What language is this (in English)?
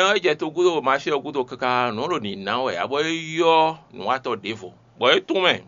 Fon